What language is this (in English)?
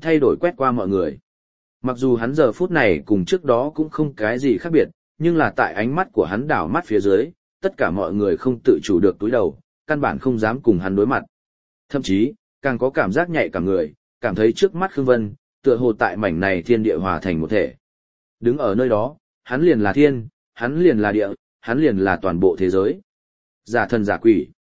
Vietnamese